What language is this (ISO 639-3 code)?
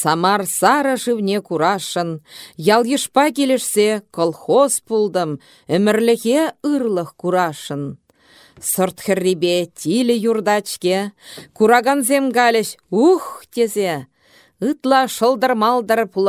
chv